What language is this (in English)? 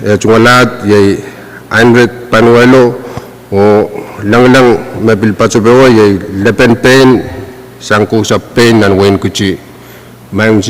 Pohnpeian